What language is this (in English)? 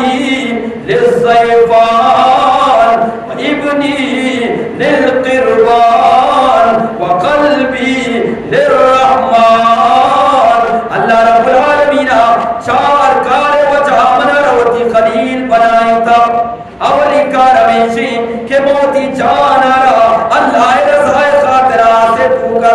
Eastern Balochi